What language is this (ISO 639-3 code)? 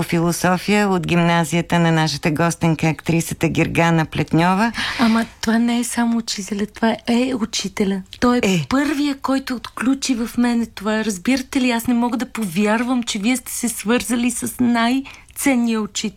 bul